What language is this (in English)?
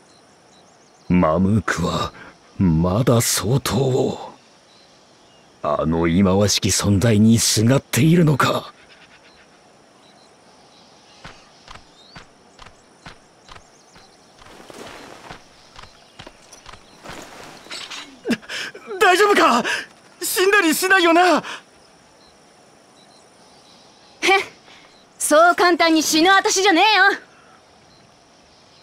Japanese